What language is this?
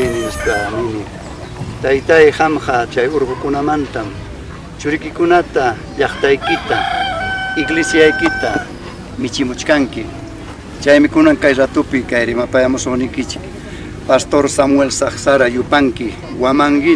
Ayacucho Quechua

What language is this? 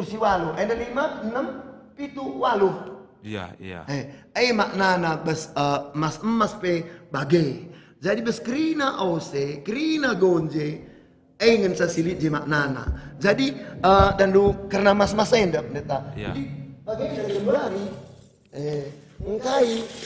Batak Karo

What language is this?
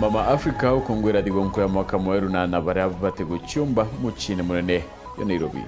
Meru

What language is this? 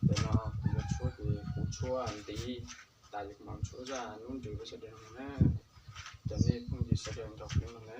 Hmong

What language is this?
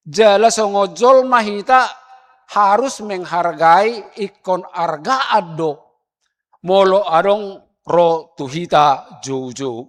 Batak Toba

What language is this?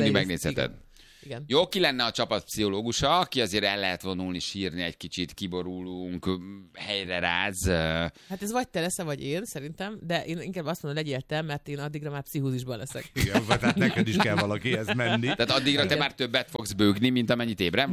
Hungarian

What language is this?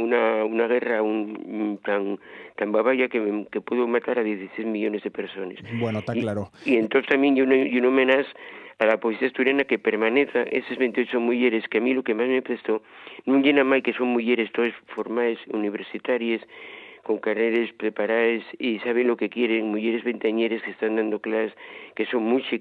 Asturian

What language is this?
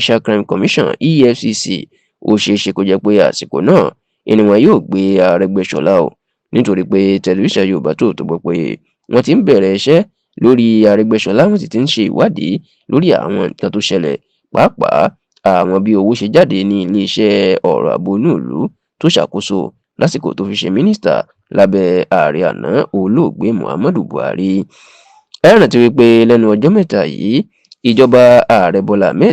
Yoruba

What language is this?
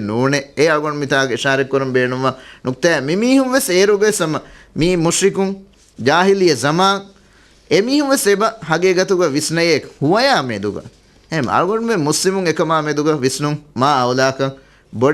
Divehi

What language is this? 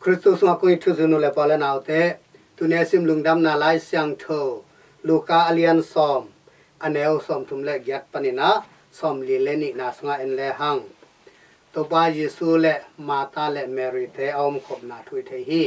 Tedim Chin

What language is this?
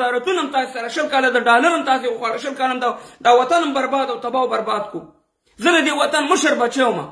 Pashto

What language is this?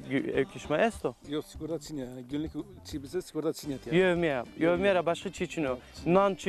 Zaza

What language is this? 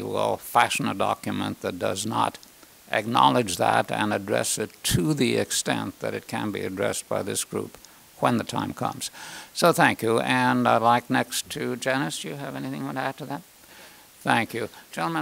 English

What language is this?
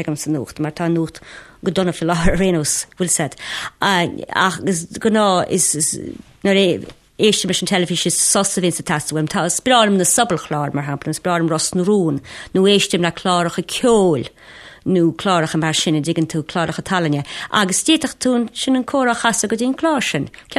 Irish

